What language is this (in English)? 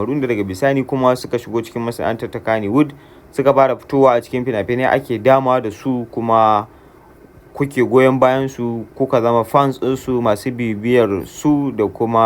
Hausa